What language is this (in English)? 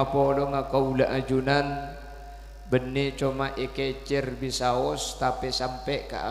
Madurese